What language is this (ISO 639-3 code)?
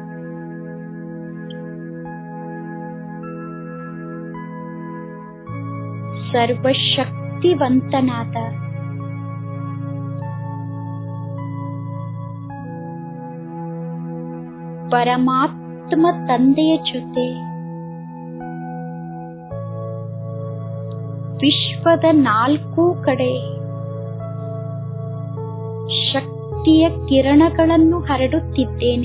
kan